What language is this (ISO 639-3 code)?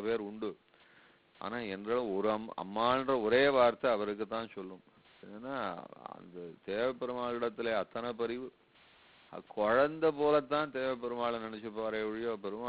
tam